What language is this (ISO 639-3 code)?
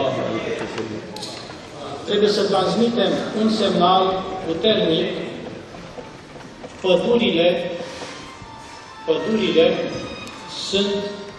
ron